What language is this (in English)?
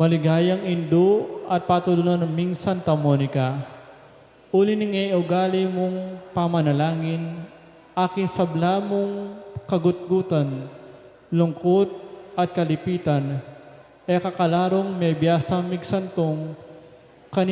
Pampanga